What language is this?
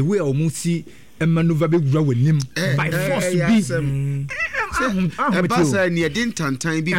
Akan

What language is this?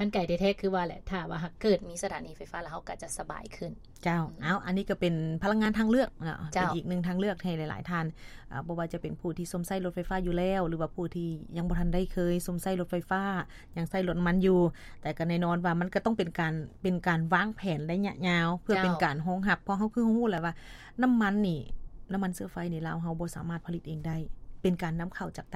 Lao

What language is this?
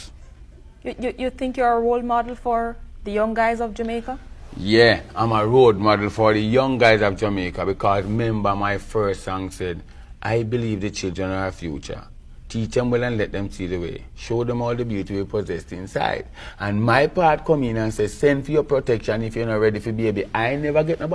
Jamaican Creole English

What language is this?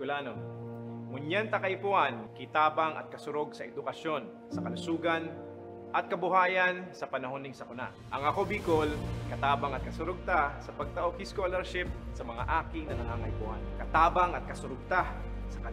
Bikol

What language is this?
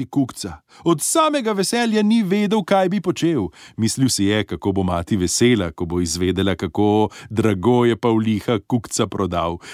Slovenian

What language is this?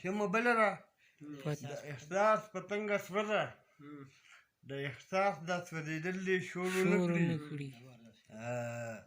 Pashto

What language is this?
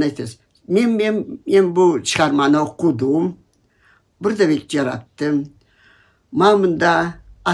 Karachay-Balkar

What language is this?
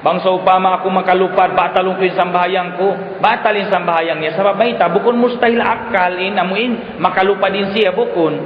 Tausug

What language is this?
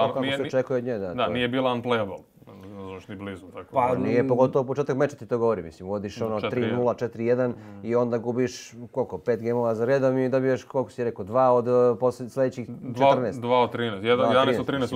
Serbian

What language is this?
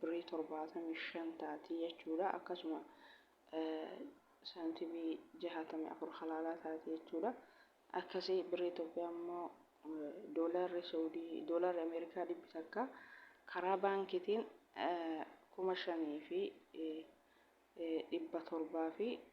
Oromo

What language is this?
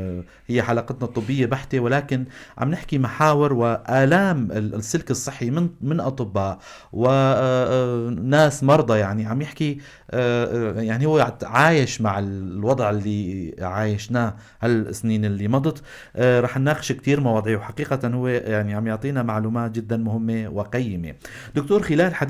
North Levantine Arabic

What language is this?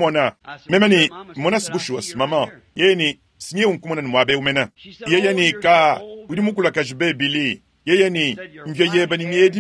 Luba-Lulua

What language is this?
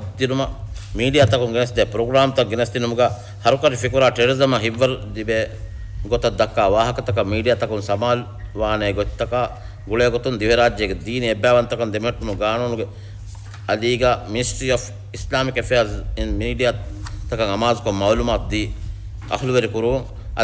Divehi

